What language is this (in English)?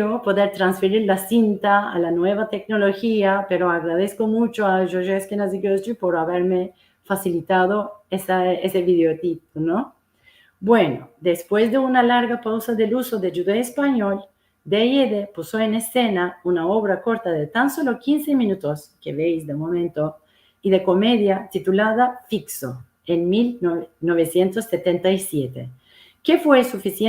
Ladino